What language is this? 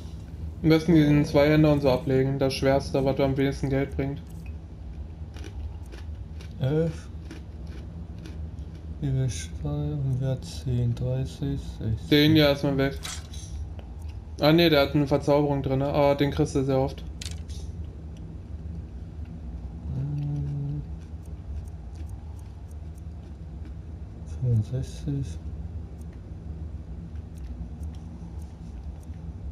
German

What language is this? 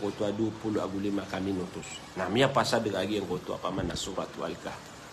Maranao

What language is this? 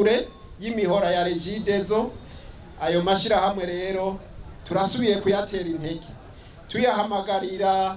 Rundi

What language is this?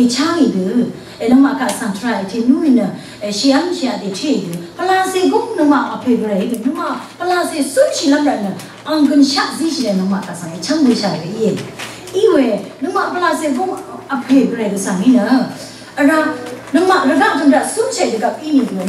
Rawang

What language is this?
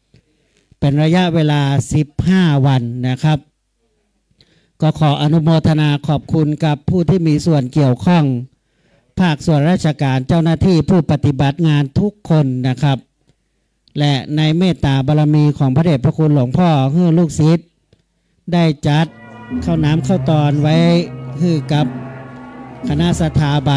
Thai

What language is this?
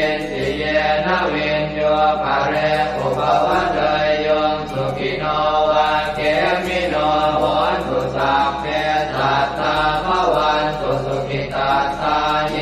Pali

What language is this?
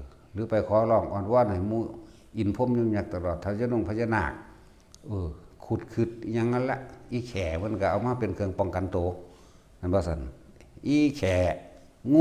Northeastern Thai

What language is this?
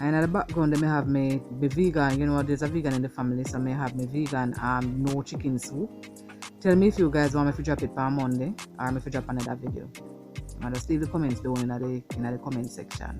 Jamaican Creole English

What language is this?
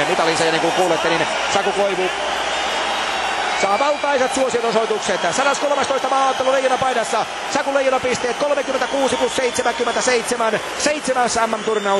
Finnish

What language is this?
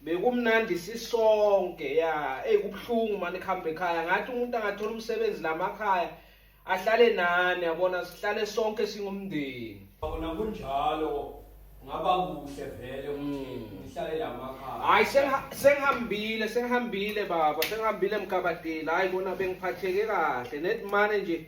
Zulu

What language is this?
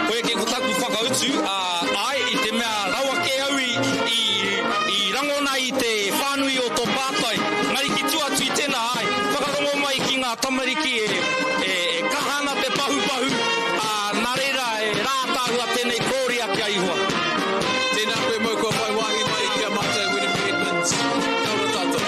Māori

